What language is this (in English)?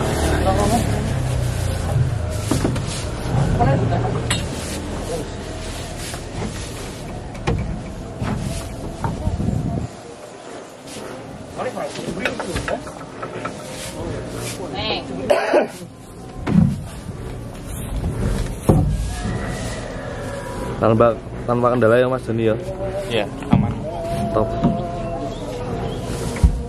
Indonesian